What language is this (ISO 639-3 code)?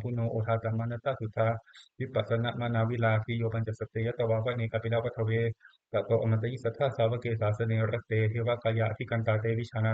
pli